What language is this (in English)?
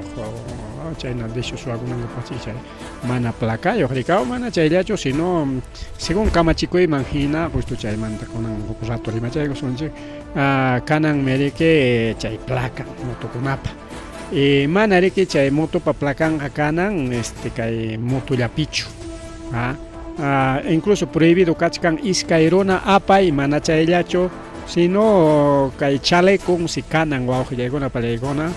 Ayacucho Quechua